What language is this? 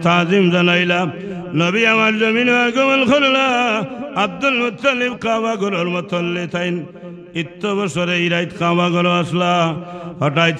Sylheti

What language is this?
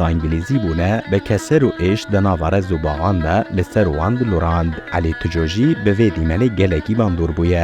Kurdish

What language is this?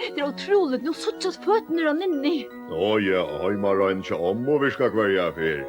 Faroese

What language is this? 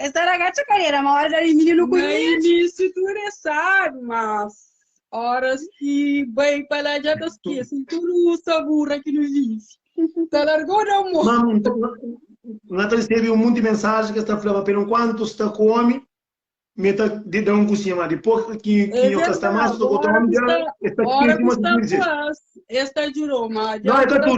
Kabuverdianu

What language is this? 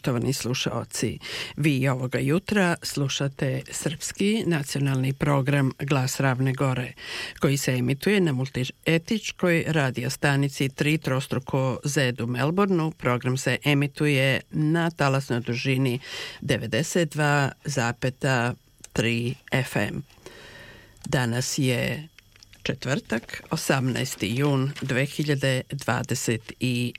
Serbian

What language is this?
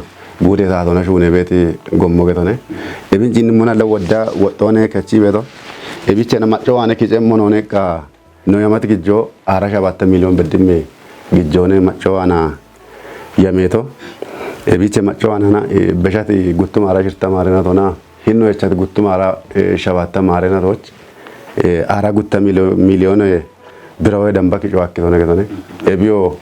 Kafa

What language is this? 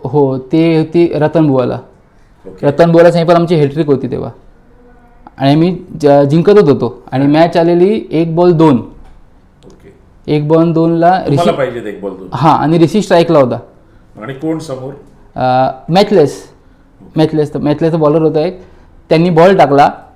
Marathi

